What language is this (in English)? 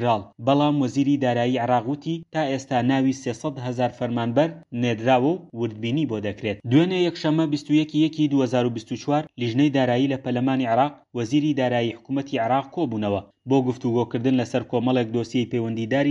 Central Kurdish